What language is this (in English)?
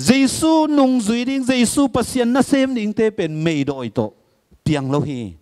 Tedim Chin